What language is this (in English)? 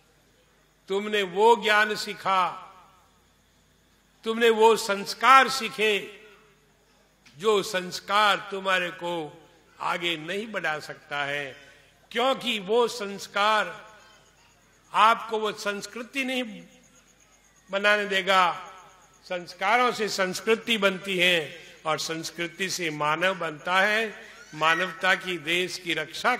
Hindi